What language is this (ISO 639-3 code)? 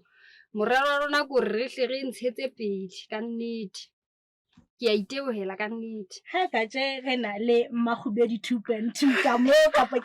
sot